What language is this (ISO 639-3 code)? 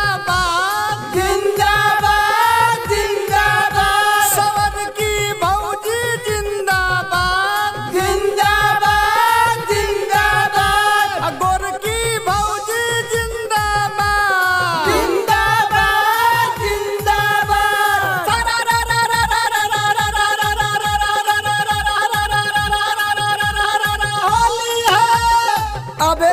bho